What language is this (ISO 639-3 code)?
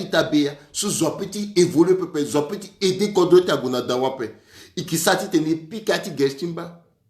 sag